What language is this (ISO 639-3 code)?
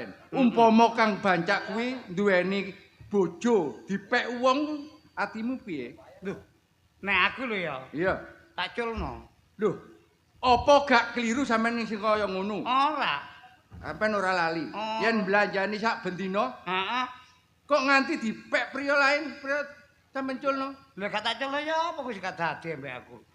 jav